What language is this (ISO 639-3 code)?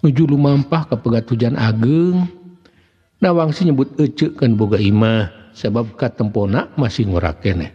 sun